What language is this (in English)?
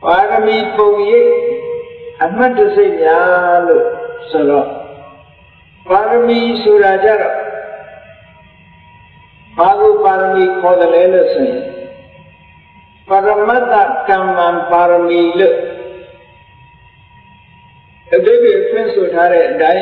Burmese